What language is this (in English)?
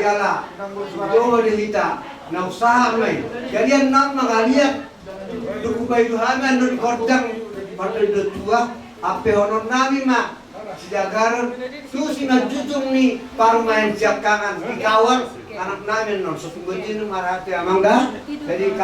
Batak Toba